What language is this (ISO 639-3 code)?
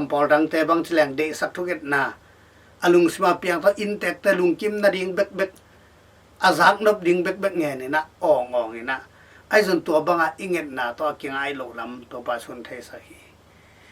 ctd